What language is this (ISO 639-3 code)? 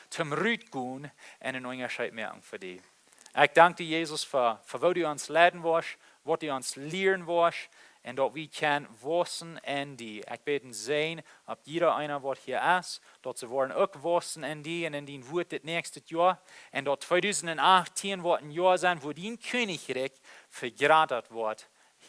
pdt